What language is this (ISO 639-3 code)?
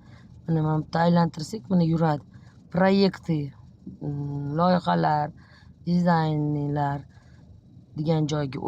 uzb